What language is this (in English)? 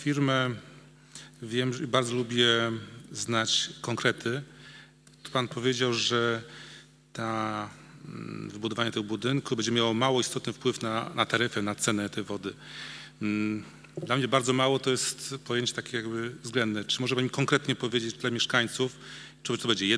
Polish